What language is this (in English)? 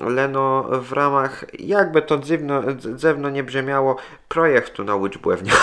Kashubian